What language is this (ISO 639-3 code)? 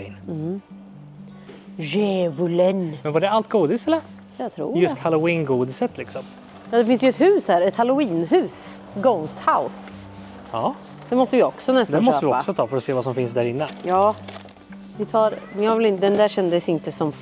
swe